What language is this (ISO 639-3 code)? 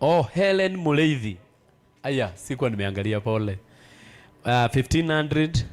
kik